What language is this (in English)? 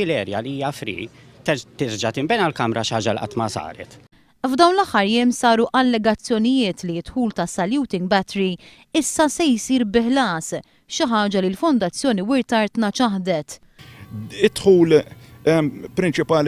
Maltese